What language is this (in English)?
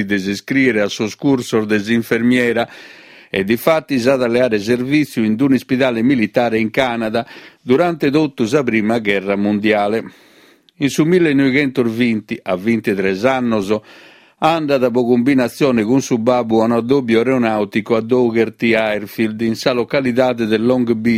Sardinian